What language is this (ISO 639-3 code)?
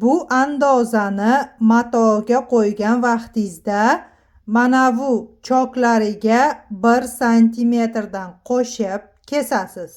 uzb